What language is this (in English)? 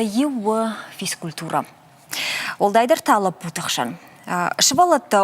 Ossetic